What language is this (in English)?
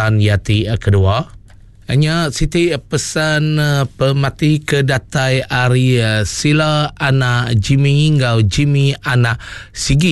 Iban